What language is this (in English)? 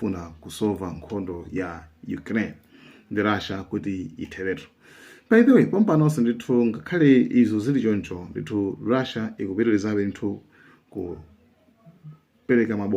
Nyanja